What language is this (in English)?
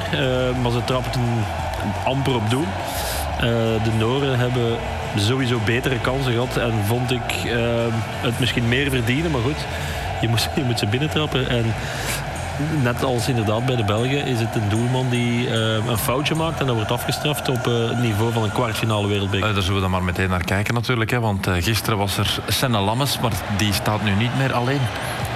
Dutch